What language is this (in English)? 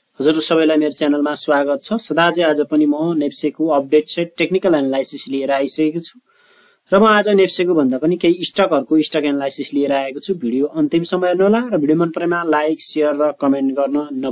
Nepali